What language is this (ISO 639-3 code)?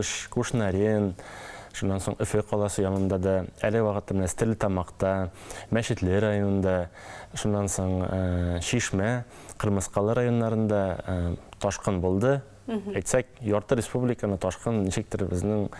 bak